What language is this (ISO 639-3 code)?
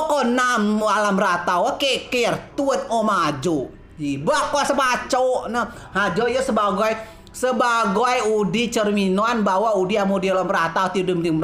rej